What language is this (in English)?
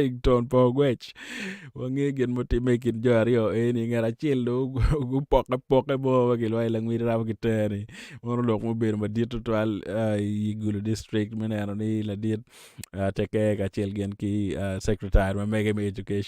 Acoli